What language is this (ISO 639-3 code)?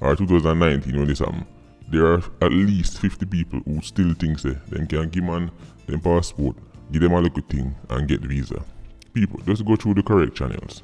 jam